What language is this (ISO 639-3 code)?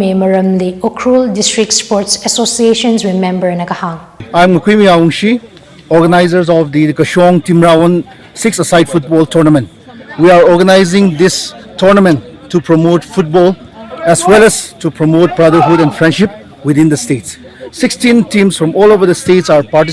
nmf